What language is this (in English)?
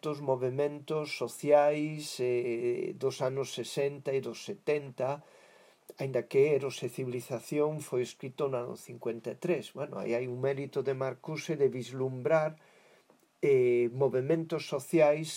Galician